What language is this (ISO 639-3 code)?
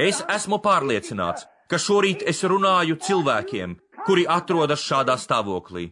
lav